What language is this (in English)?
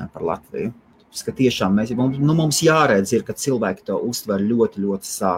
Latvian